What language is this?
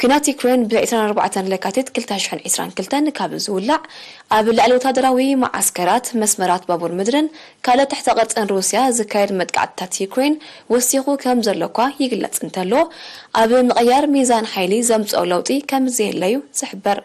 Tigrinya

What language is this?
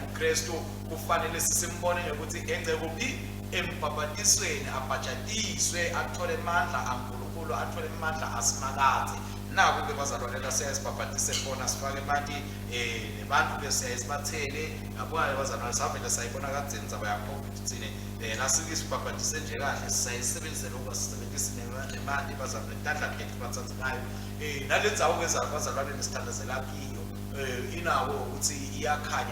Swati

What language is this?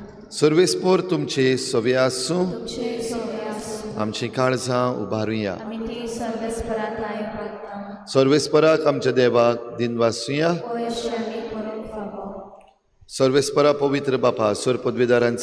Konkani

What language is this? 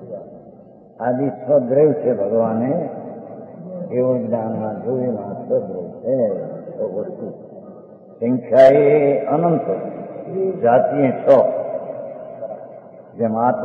Gujarati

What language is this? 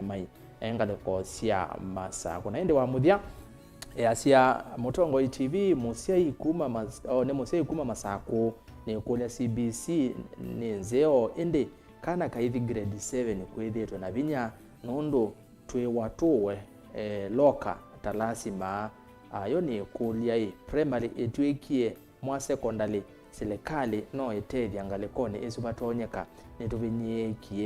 Kamba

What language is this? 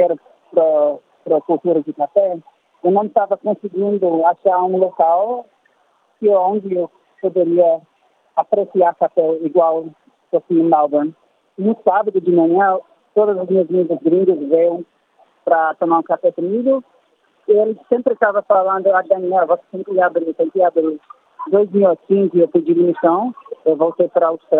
Portuguese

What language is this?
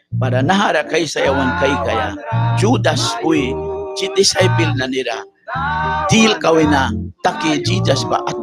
Mískito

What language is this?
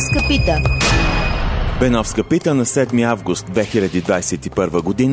Bulgarian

